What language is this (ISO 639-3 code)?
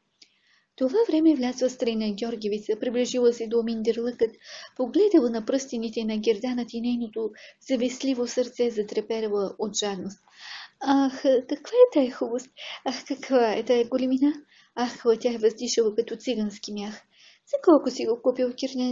bul